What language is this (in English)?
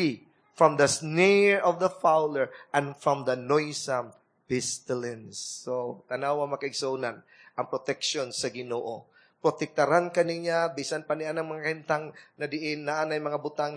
Cebuano